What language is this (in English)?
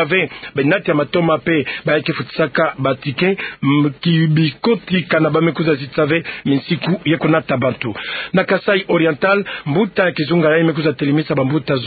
Kituba (Democratic Republic of Congo)